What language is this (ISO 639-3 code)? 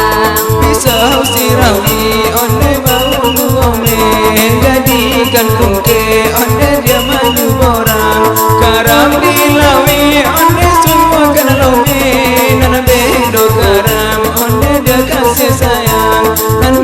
min